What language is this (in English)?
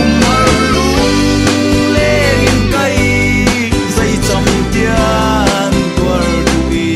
Falam Chin